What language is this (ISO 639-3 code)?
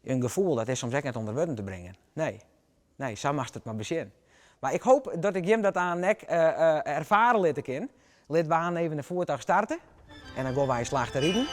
fry